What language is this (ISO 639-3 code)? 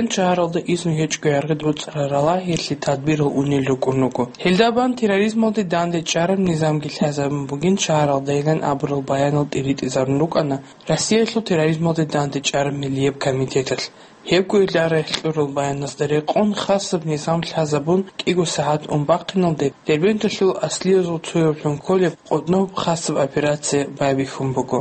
ava